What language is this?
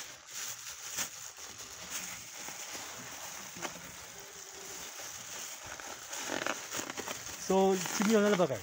Swahili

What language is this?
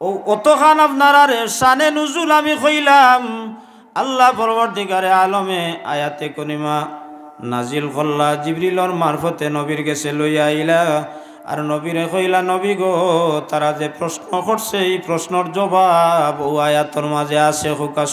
Sylheti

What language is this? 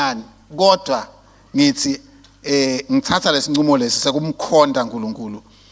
Swati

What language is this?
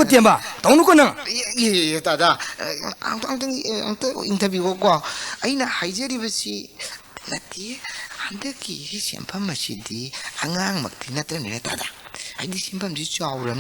Manipuri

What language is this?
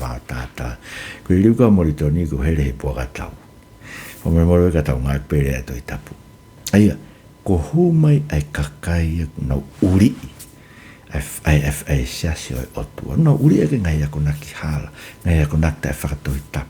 Tongan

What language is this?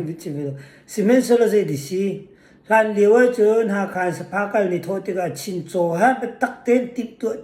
Hakha Chin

